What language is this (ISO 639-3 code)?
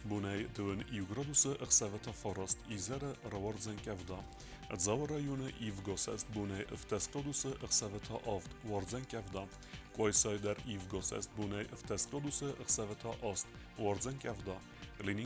oss